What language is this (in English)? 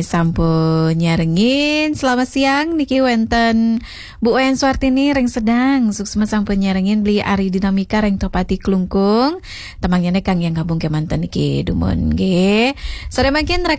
Balinese